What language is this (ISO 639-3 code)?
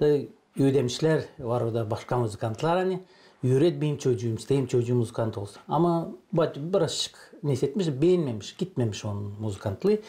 gag